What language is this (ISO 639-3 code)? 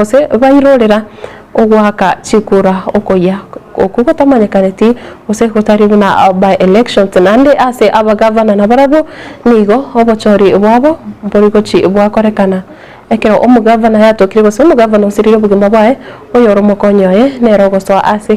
guz